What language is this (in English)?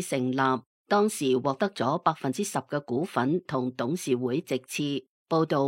Cantonese